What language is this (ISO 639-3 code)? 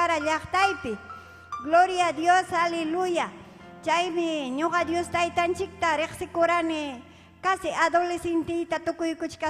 quy